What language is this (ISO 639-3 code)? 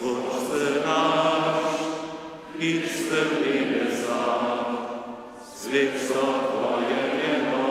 hsb